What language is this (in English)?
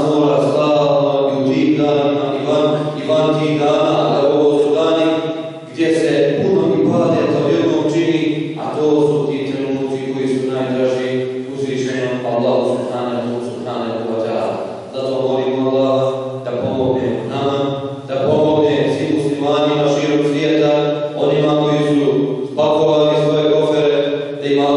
Bosnian